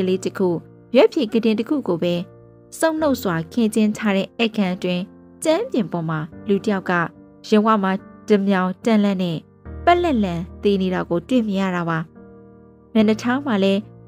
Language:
Burmese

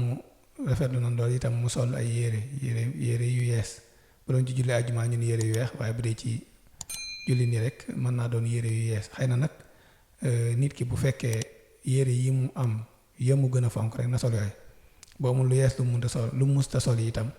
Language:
Wolof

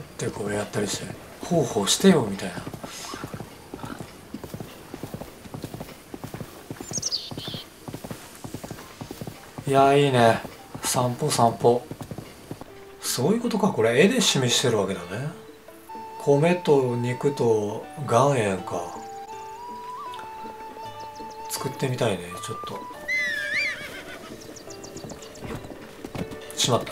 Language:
Japanese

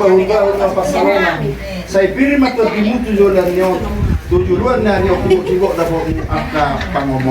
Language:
Batak Toba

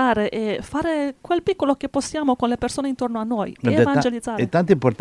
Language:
Italian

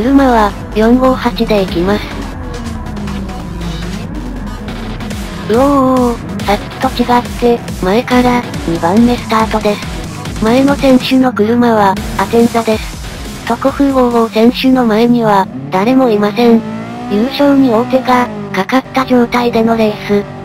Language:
Japanese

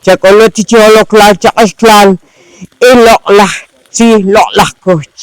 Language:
Poqomchi'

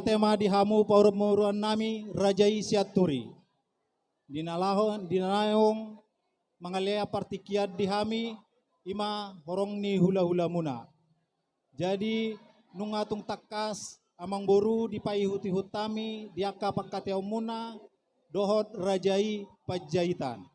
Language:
Batak Toba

